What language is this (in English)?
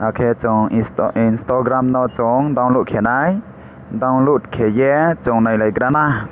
Riang (India)